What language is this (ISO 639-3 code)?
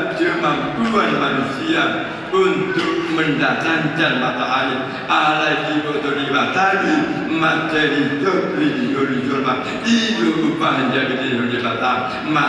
bbc